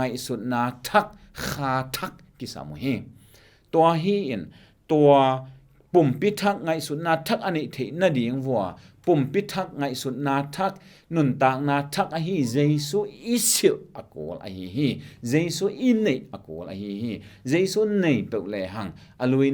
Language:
Tedim Chin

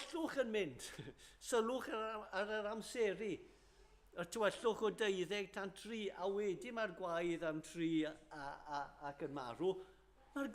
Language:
Welsh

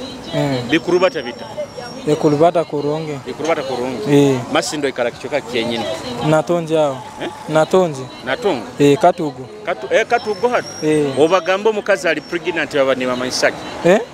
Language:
Nyoro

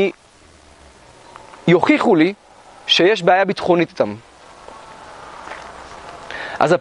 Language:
Hebrew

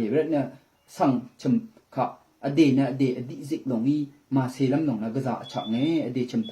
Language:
Rawang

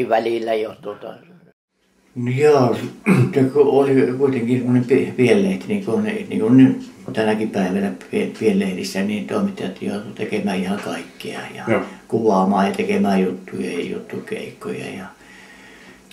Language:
Finnish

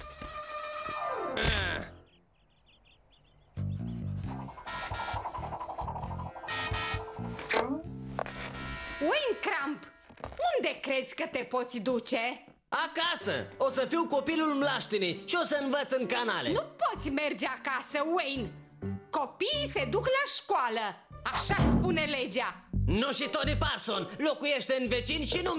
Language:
Romanian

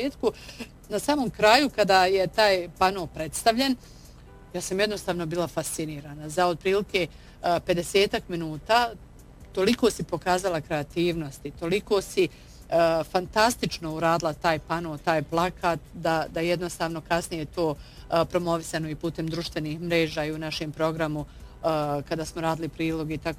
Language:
Bosnian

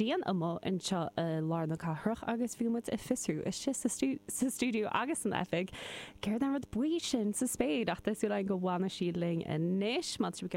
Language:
Irish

